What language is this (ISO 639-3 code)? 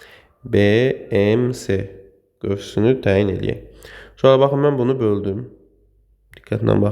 aze